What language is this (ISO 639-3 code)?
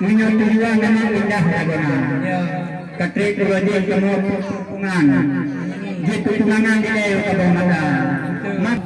ace